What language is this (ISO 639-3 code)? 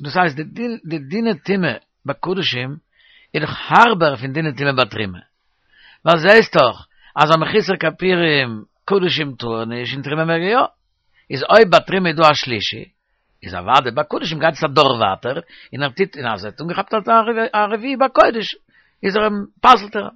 yid